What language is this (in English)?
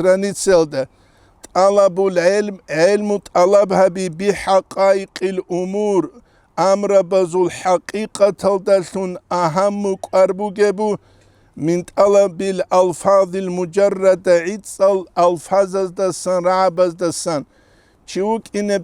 Avaric